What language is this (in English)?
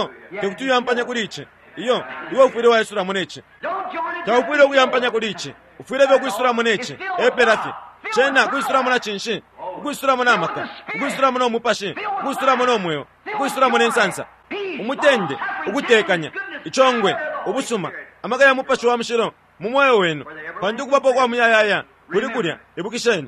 Bemba